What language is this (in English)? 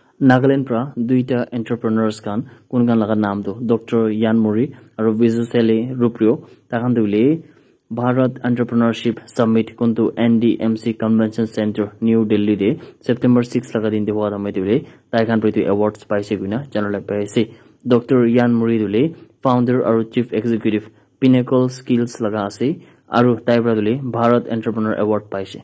Naga Pidgin